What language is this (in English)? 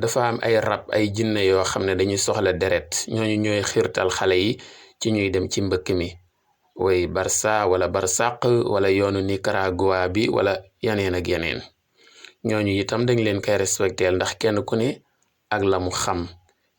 Wolof